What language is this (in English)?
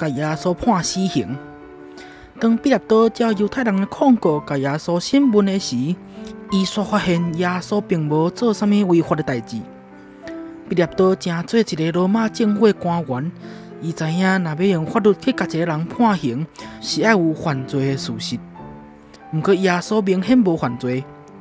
Min Nan Chinese